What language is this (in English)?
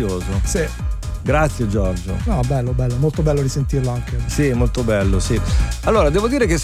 Italian